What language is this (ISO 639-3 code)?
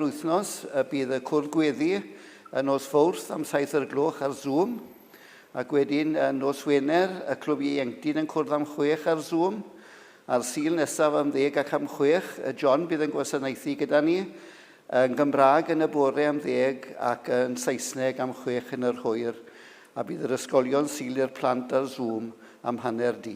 cym